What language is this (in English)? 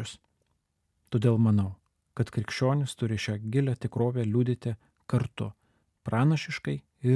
Lithuanian